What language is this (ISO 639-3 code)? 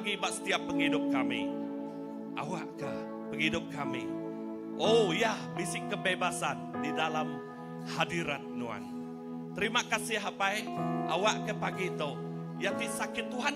iba